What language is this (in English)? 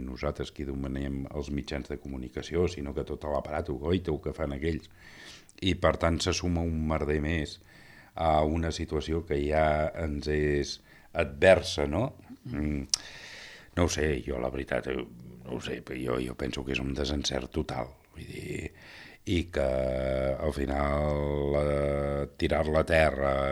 Catalan